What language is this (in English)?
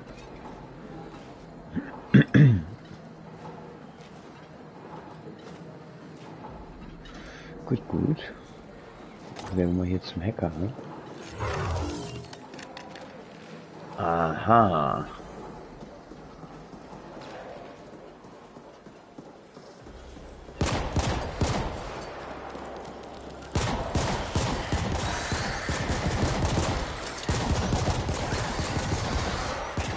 German